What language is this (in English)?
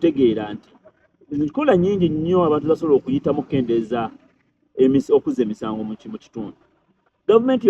Ganda